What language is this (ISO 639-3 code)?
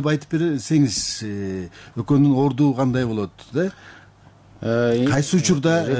kir